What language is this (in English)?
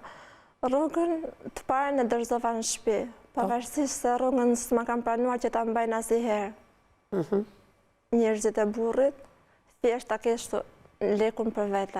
Albanian